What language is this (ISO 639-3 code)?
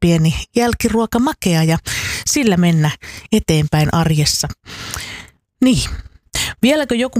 fin